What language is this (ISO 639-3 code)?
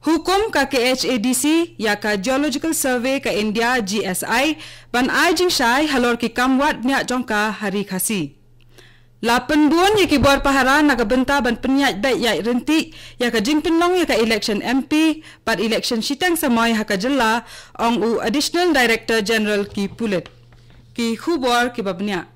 kha